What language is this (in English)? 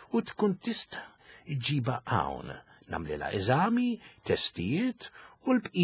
Maltese